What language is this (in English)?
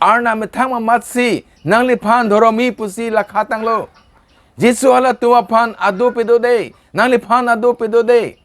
Karbi